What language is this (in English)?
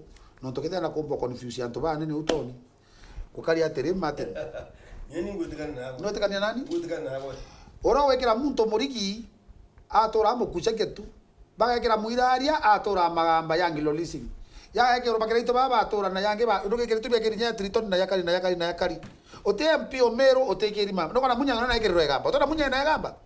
Meru